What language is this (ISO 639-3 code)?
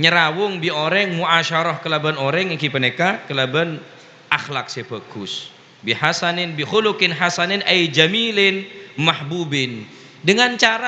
mad